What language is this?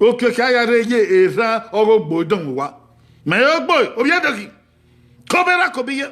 Bini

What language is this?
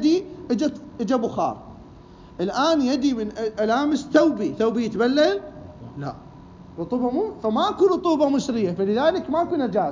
Mesopotamian Arabic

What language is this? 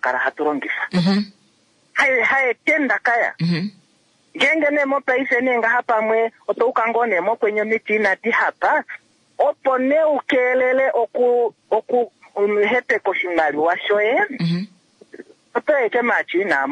Kuanyama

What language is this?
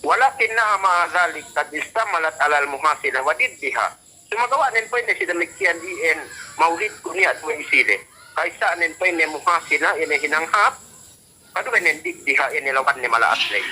Yakan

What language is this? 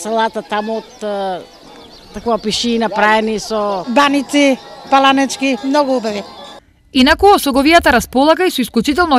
Macedonian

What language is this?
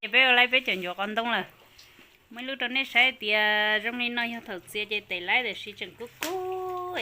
Hmong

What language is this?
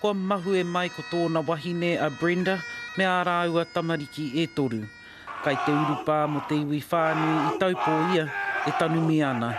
Māori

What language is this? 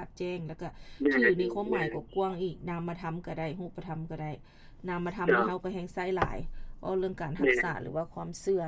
Lao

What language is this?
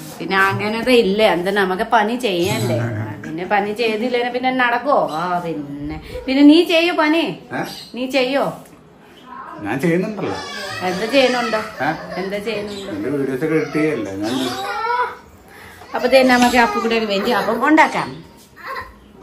Malayalam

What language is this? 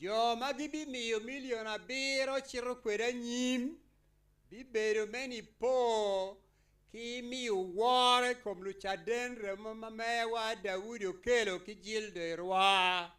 Acoli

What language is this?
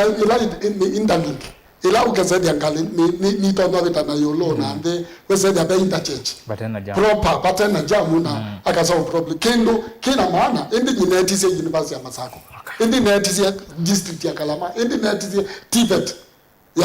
Kamba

